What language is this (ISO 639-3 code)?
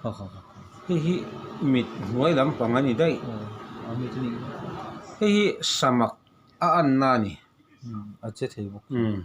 lus